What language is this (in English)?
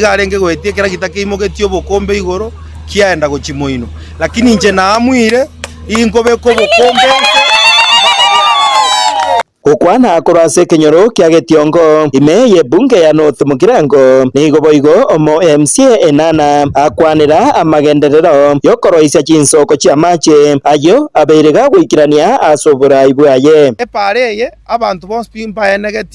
Gusii